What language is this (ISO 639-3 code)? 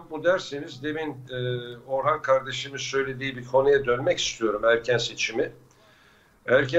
tur